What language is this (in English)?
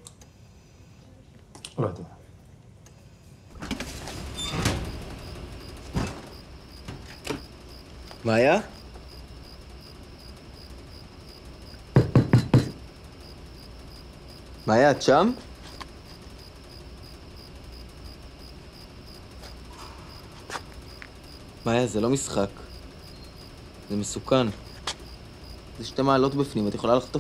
Hebrew